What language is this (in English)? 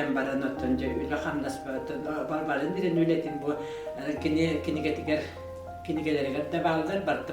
Yakut